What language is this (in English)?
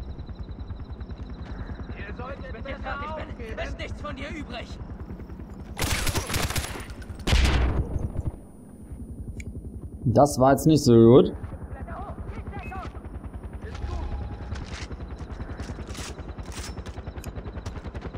German